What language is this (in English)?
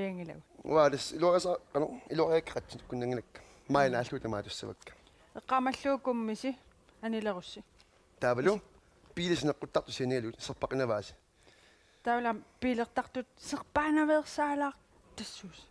Kalaallisut